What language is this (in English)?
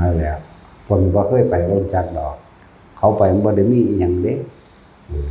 Northeastern Thai